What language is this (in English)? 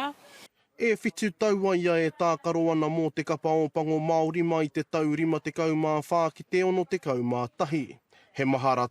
Māori